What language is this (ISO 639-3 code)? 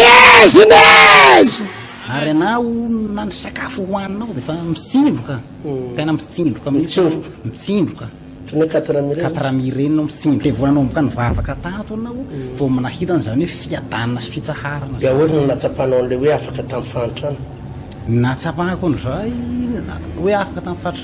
mlg